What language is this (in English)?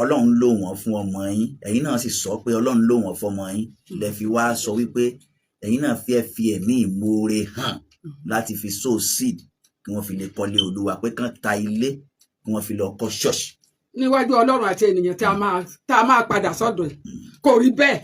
Yoruba